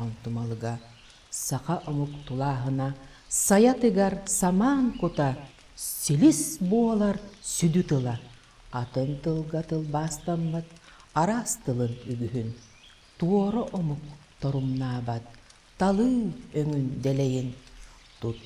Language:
Yakut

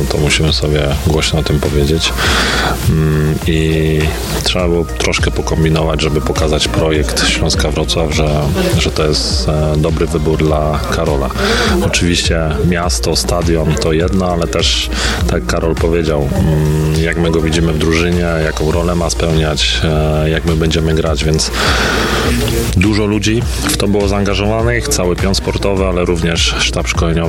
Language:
Polish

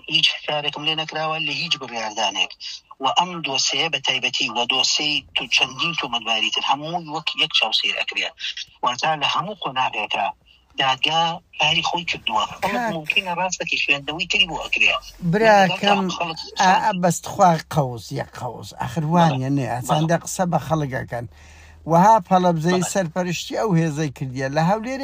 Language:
Central Kurdish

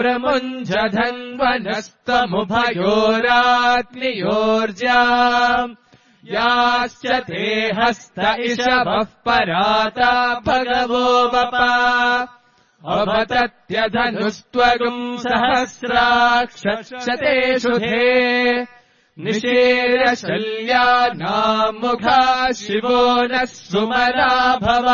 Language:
Sanskrit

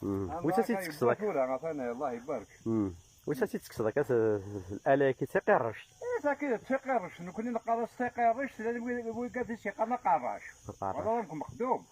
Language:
Kabyle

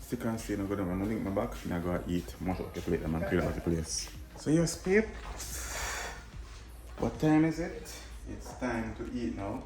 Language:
Jamaican Creole English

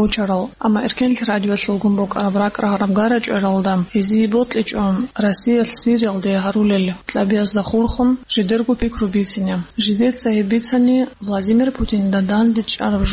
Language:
Avaric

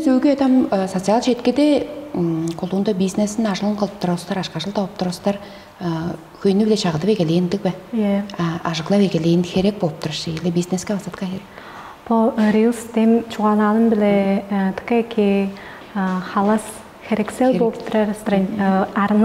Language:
Tuvinian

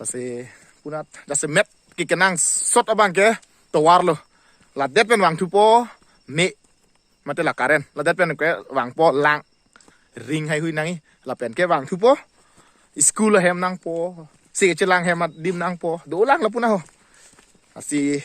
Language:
Karbi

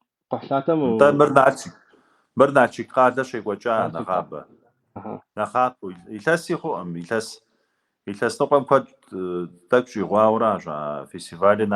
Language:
Kabardian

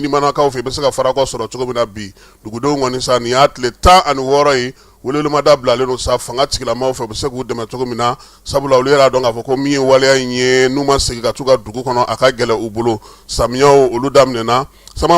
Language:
Bambara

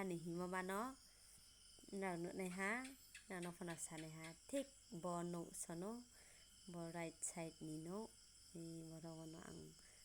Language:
Riang (India)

